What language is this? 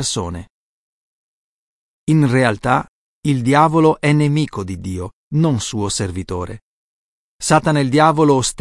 Italian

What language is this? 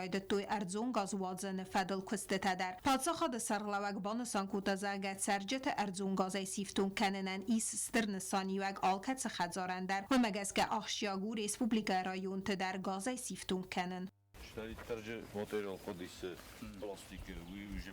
Ossetic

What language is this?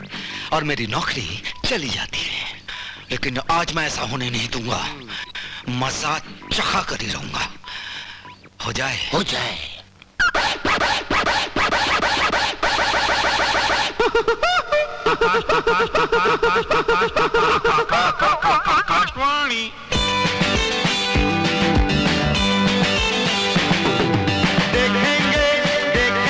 Hindi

